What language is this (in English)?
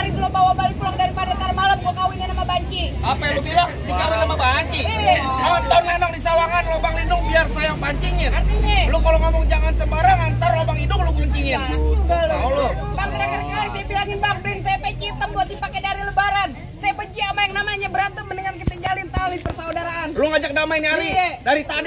Betawi